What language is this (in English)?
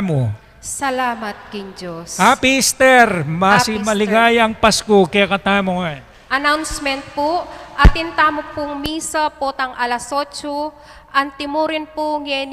Pampanga